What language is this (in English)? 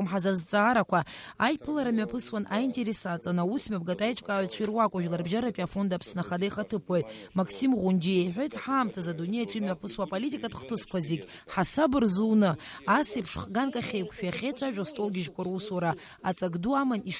Abkhazian